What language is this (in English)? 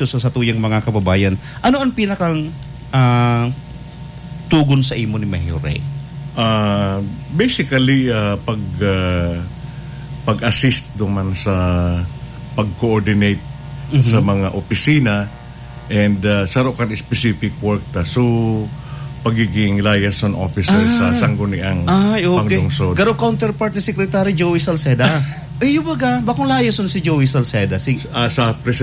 Bikol